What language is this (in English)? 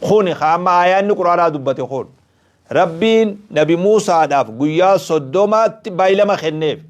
Oromo